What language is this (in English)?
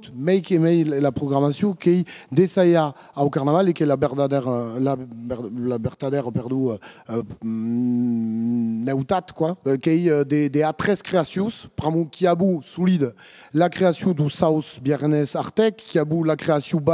Occitan